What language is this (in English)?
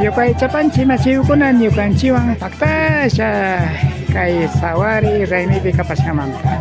Imbabura Highland Quichua